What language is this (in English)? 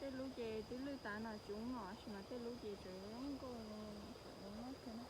Hmong